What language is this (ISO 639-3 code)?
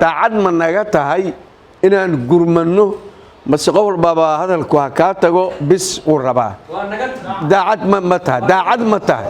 som